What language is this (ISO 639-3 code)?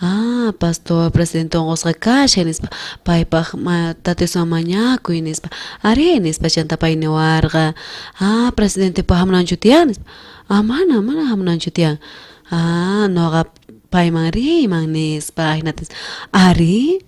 quh